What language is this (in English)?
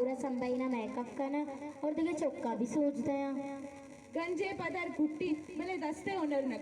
Baluchi